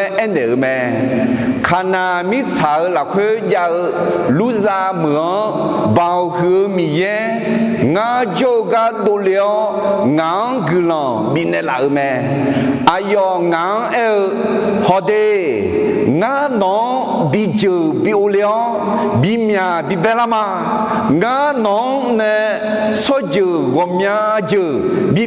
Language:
Akha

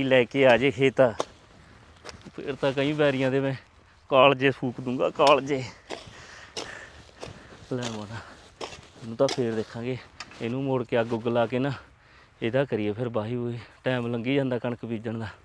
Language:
Punjabi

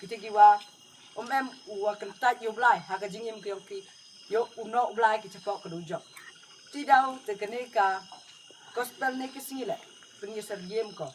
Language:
Khasi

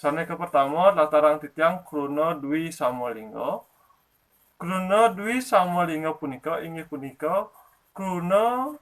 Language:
Balinese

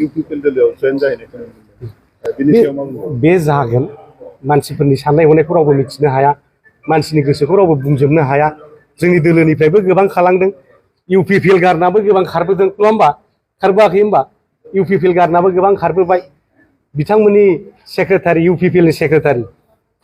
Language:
Bodo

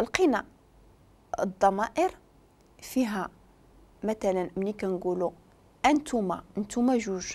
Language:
Moroccan Arabic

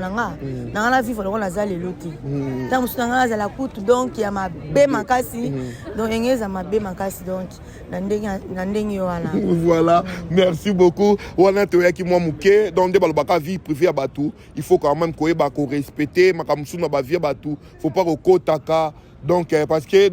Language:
Lingala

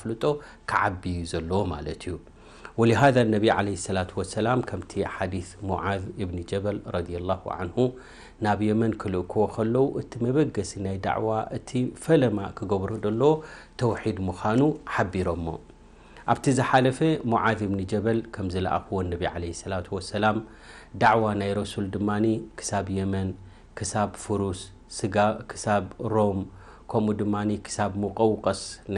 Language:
Tigrinya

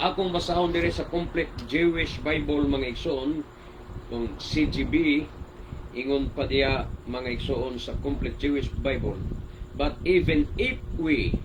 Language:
Cebuano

